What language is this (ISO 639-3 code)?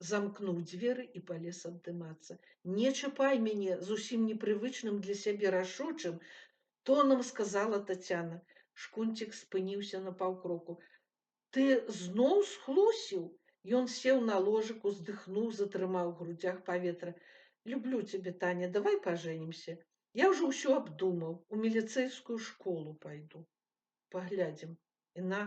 bel